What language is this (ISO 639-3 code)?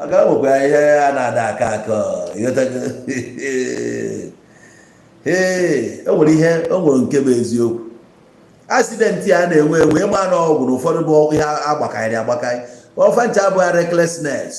ibo